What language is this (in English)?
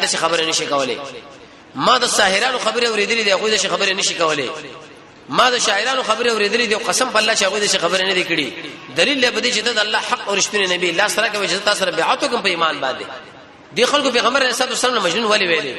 Pashto